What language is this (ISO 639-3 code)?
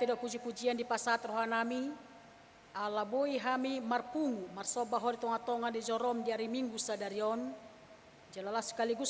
bbc